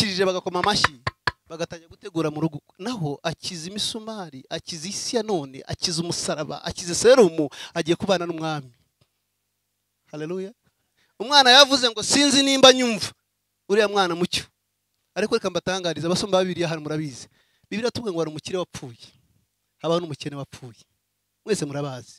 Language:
Kinyarwanda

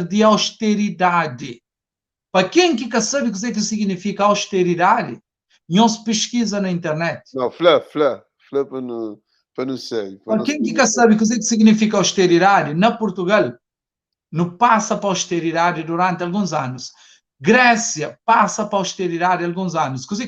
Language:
Kabuverdianu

